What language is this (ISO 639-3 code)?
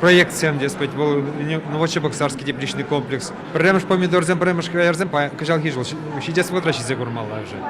chv